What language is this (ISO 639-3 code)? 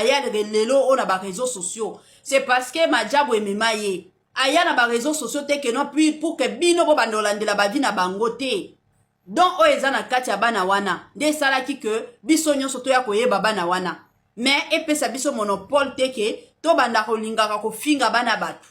lin